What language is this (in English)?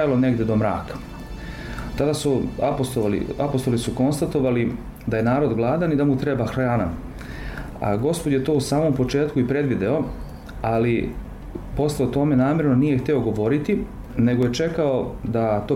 Serbian